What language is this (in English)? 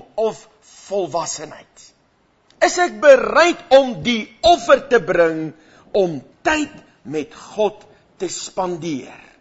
Afrikaans